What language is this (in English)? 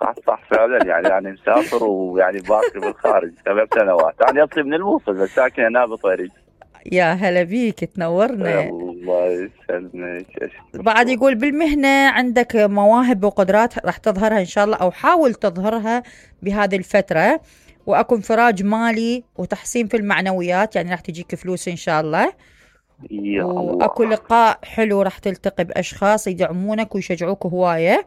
Mesopotamian Arabic